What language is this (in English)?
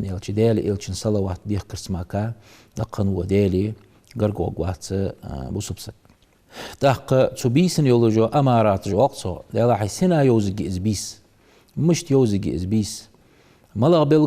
Ingush